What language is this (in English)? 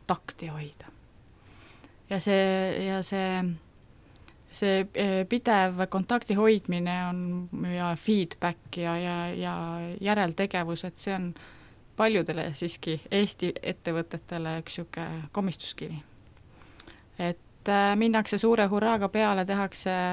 Estonian